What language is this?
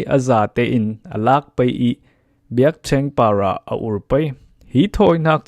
Falam Chin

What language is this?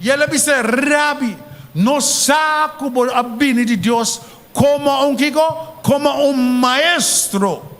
Papiamento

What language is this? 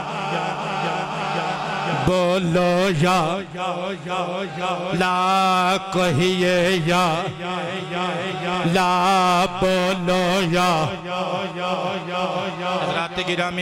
Urdu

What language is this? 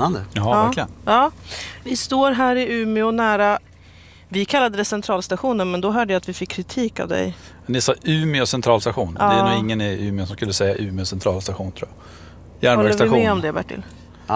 Swedish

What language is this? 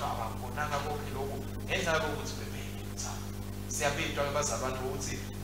Swati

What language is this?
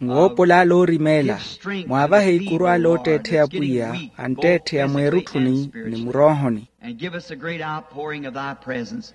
Makhuwa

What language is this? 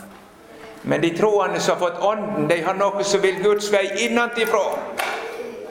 Norwegian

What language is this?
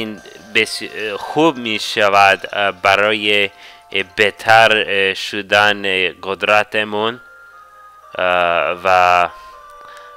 Persian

